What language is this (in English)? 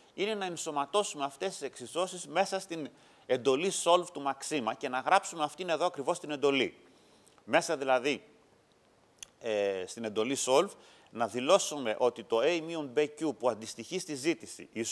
Greek